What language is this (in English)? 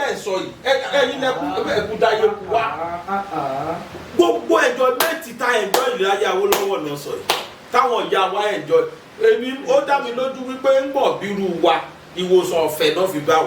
Yoruba